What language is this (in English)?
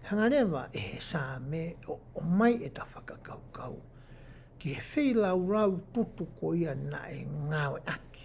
Tongan